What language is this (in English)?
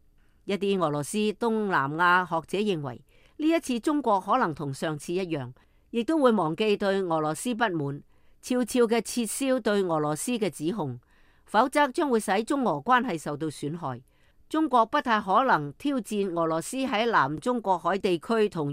Cantonese